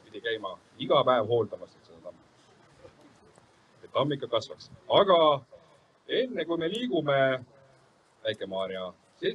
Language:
Estonian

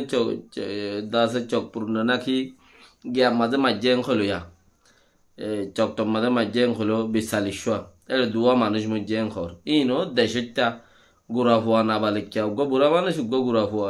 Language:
Rohingya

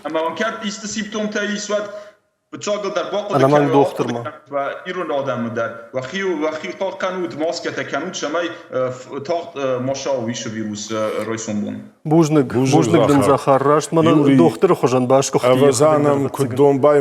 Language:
Ossetic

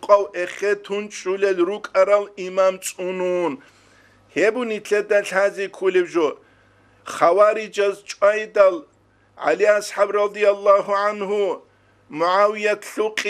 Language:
Avaric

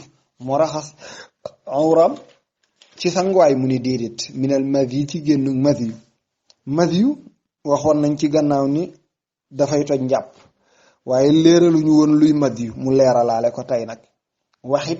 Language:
Wolof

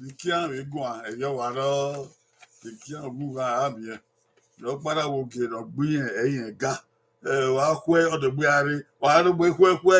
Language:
Bini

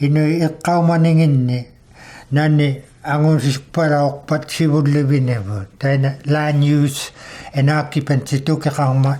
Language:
Inuktitut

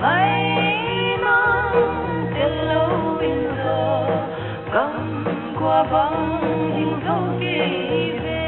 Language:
Paite Chin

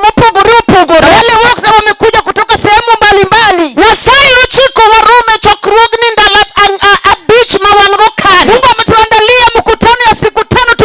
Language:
Luo (Kenya and Tanzania)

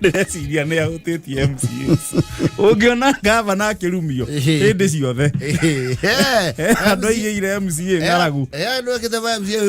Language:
Kikuyu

